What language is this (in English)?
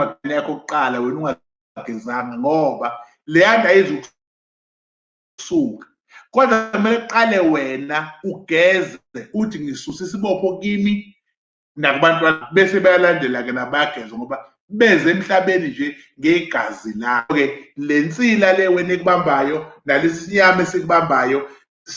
Zulu